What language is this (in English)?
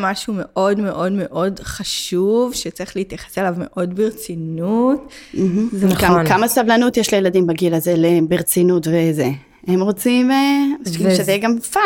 Hebrew